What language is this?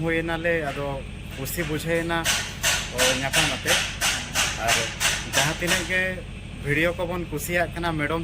Santali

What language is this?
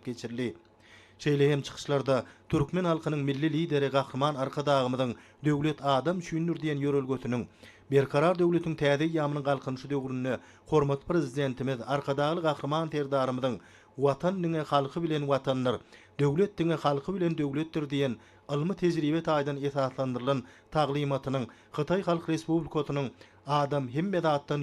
Turkmen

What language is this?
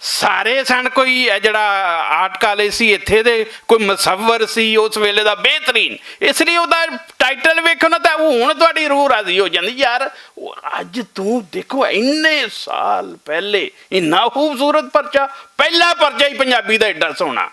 Western Panjabi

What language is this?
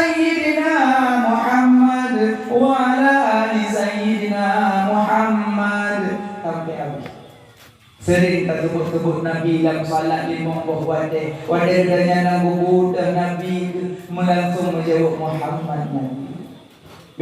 Achinese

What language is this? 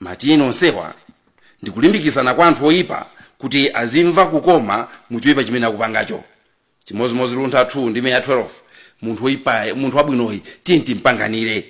Nyanja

